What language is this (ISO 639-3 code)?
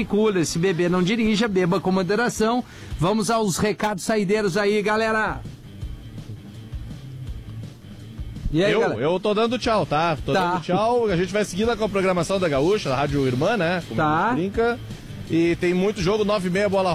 por